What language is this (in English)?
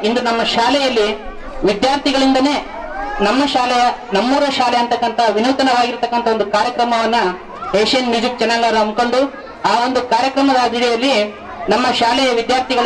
Kannada